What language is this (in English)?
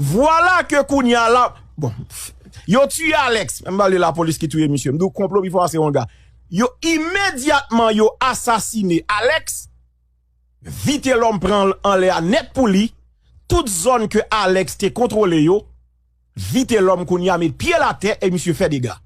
Haitian Creole